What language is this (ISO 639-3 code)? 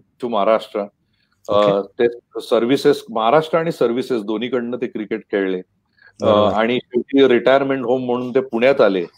mar